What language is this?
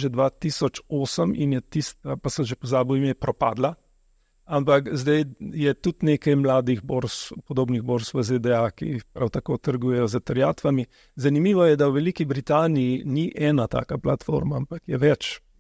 Slovenian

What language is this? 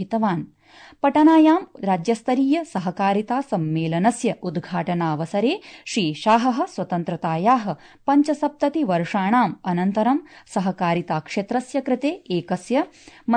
Sanskrit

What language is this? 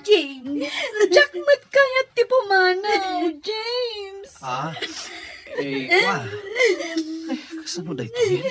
Iloko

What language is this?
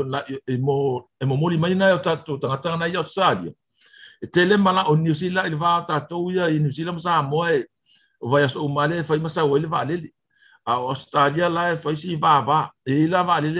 Samoan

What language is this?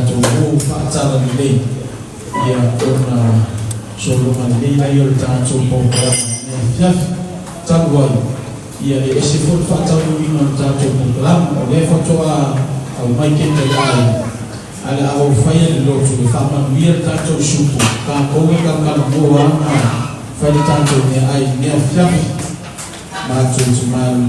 Samoan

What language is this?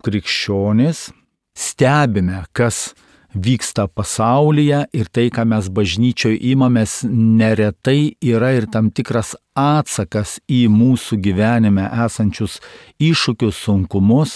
Lithuanian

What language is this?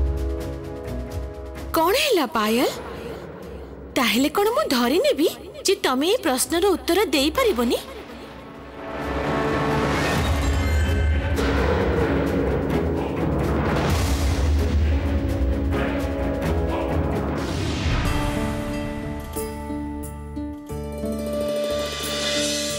Odia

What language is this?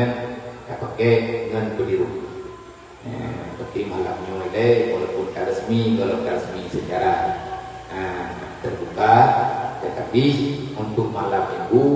Achinese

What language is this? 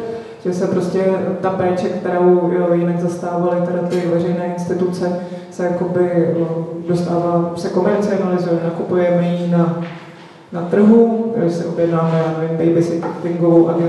Czech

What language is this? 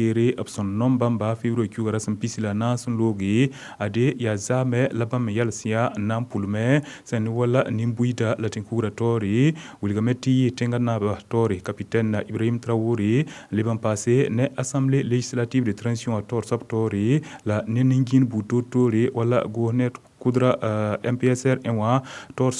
Mossi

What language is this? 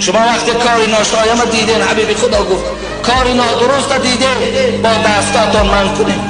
Tajik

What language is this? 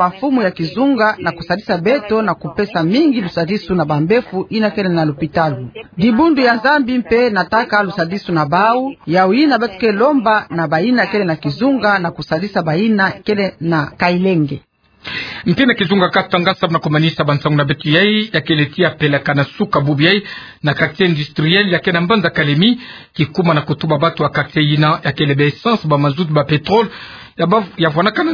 Kituba (Democratic Republic of Congo)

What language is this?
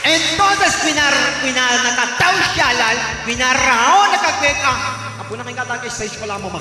Kekchí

